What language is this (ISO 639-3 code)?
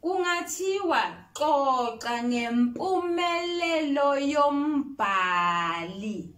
zul